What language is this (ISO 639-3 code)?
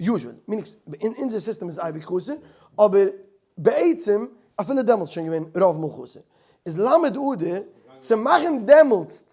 yid